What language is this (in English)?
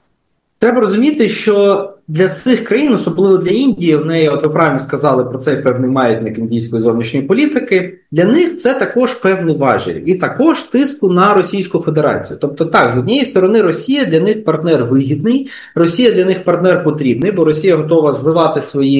Ukrainian